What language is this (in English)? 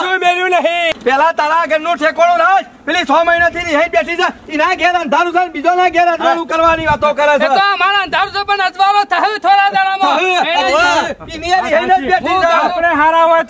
Gujarati